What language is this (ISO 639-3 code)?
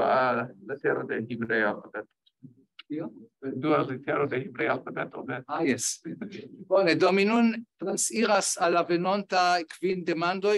epo